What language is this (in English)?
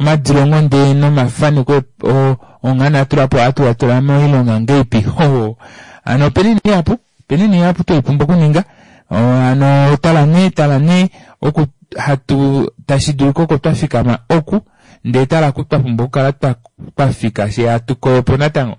Kuanyama